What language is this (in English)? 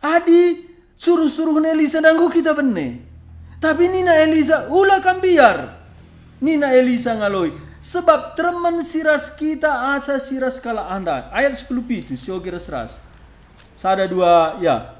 Batak Karo